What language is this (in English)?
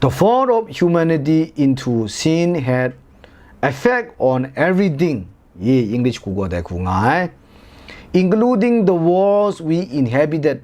Kachin